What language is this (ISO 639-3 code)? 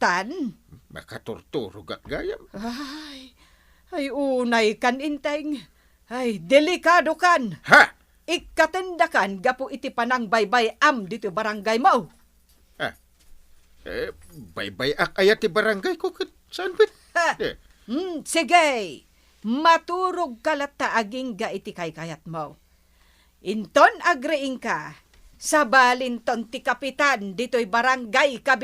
ilo